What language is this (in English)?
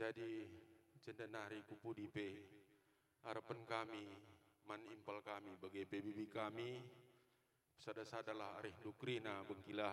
Batak Karo